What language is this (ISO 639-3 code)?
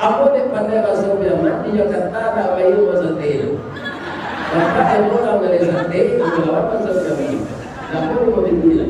min